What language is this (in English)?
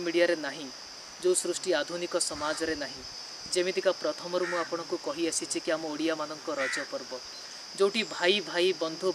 Odia